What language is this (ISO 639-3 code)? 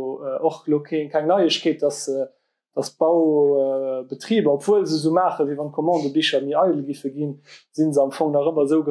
ltz